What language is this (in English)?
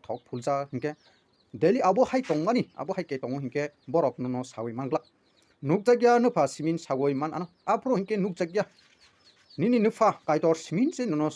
Kok Borok